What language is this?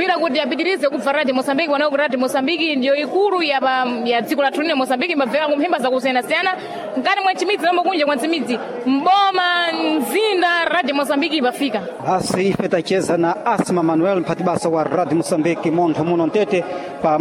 Sena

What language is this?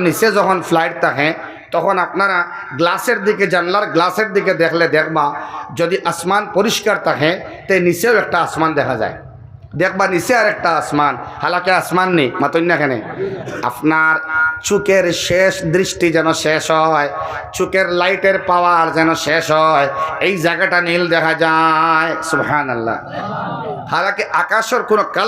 Sylheti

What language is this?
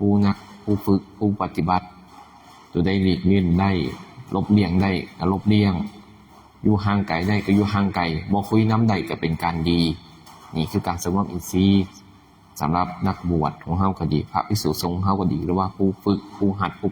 Northeastern Thai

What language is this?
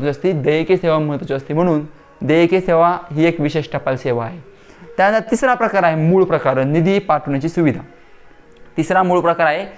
Marathi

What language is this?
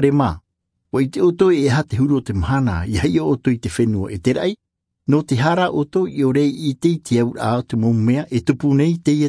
Tahitian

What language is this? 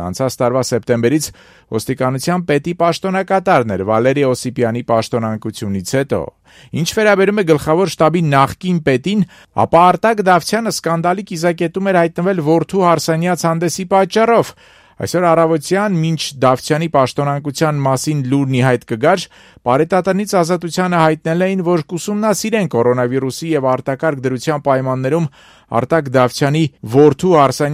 Armenian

